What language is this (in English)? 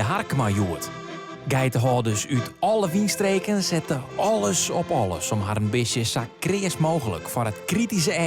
Western Frisian